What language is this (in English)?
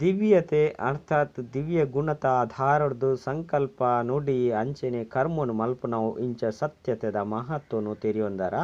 Tulu